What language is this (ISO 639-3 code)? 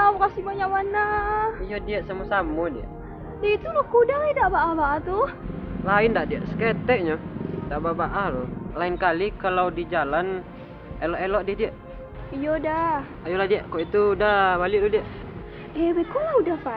min